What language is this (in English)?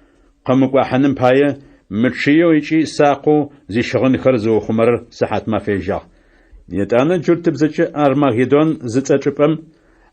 Adyghe